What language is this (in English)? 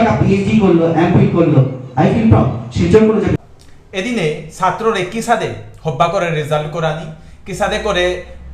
Bishnupriya